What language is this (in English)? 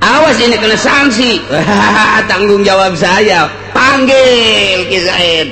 Sundanese